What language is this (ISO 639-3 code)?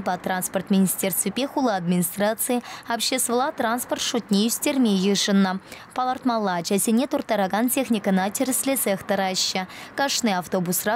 chv